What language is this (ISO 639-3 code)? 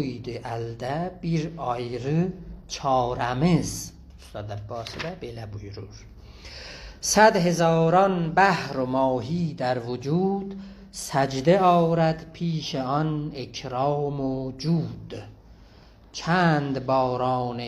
azb